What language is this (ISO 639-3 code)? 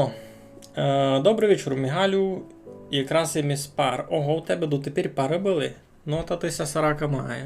rue